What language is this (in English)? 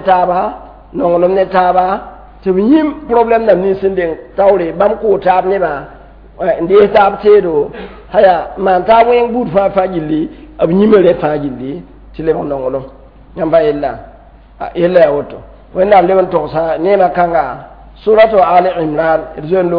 Mossi